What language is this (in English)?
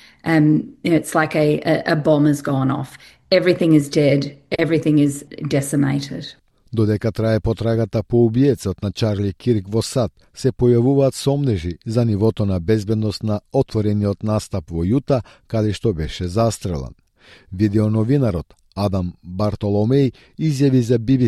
Macedonian